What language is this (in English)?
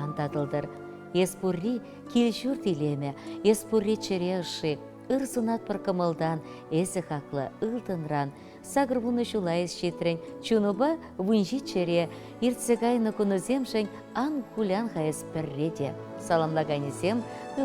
Chuvash